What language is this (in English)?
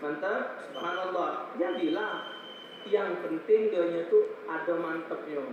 Musi